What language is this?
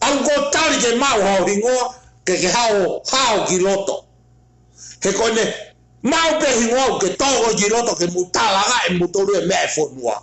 Tongan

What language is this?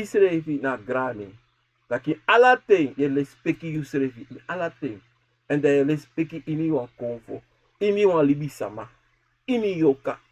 Sranan Tongo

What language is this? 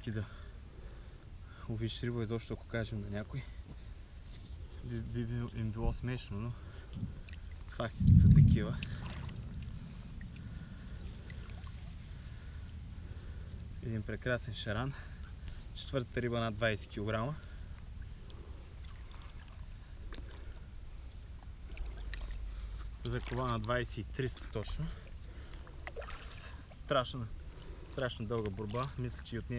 Bulgarian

